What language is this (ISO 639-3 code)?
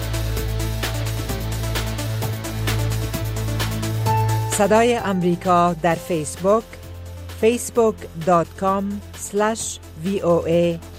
fas